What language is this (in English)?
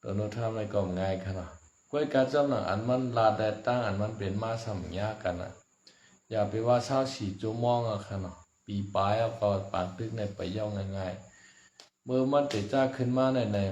Shan